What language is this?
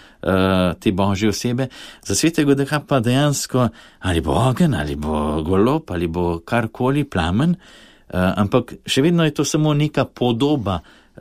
Slovenian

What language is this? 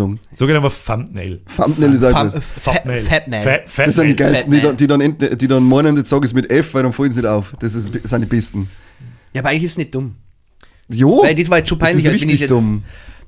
Bavarian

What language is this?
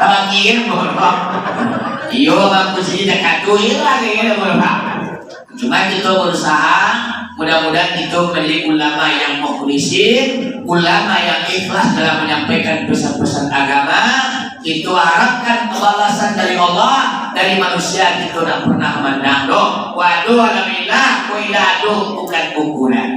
Minangkabau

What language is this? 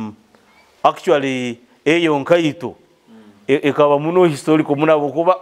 Nyoro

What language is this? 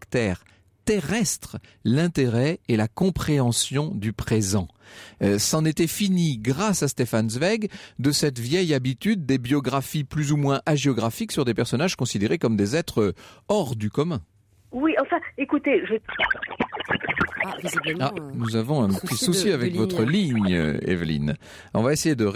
French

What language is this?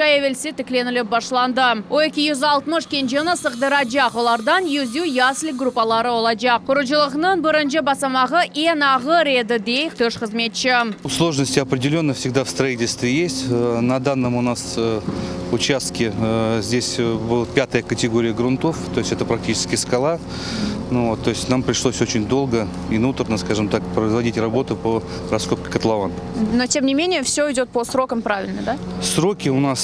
Crimean Tatar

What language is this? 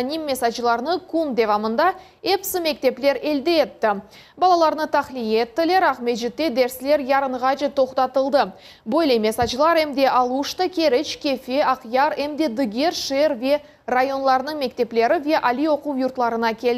Crimean Tatar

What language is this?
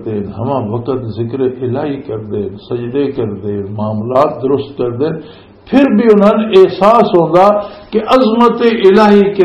Western Panjabi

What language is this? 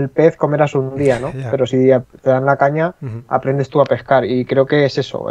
Spanish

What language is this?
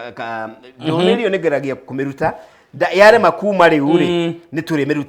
Kikuyu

